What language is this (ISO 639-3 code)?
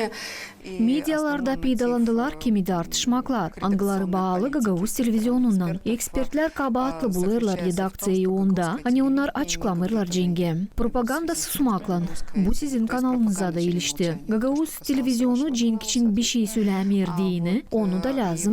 gag